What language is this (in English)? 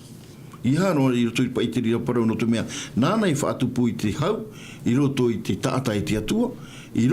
Tahitian